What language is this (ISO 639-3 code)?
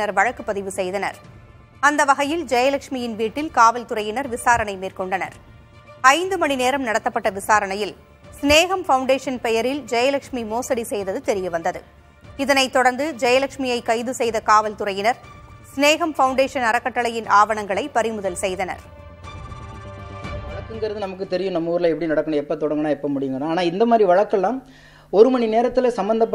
tam